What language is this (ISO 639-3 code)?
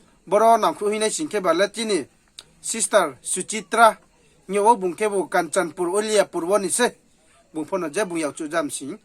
ria